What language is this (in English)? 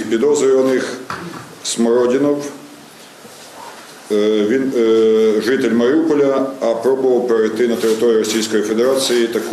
Ukrainian